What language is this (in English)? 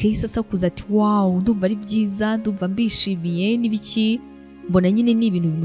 Kinyarwanda